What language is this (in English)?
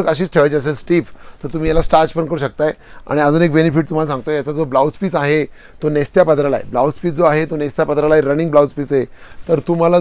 Marathi